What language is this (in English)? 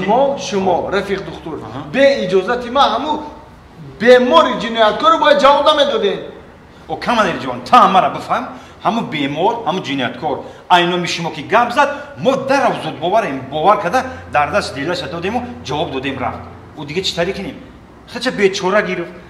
Tajik